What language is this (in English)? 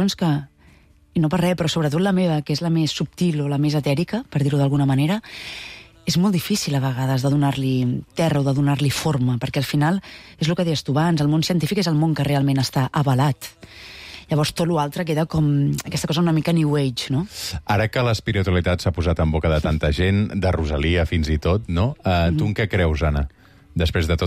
Catalan